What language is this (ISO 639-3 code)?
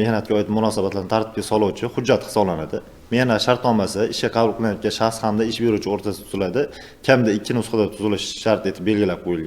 uzb